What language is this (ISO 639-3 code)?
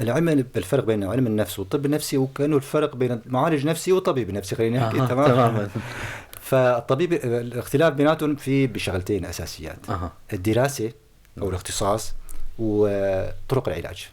apc